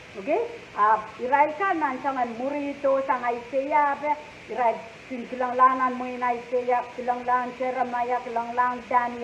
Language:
Pohnpeian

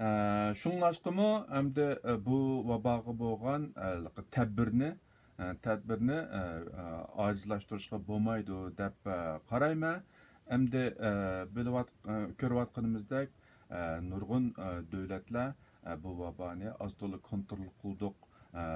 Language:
Uyghur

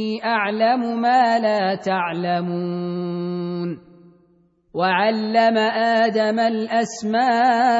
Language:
Arabic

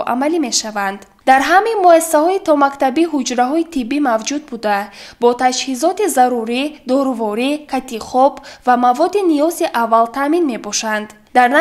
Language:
Tajik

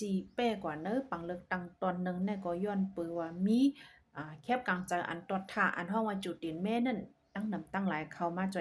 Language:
Shan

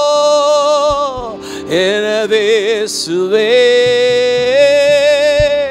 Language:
Tamil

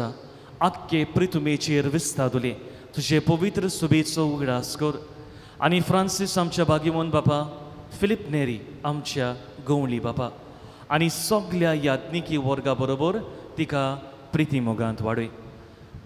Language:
Konkani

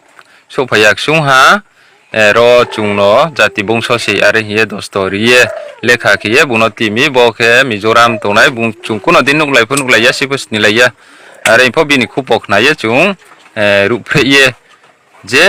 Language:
Riang (India)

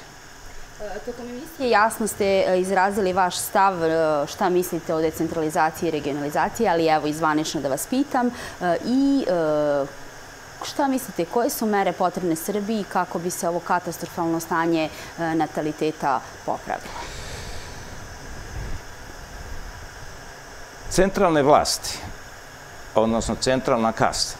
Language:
Serbian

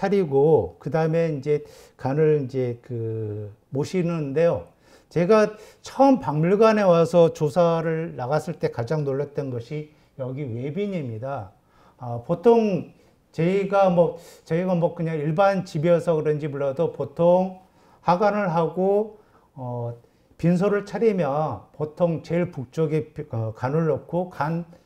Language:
Korean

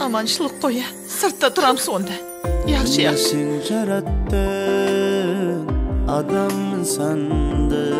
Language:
Kara-Kalpak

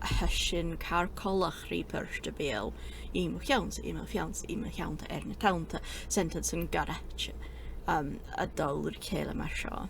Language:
Scottish Gaelic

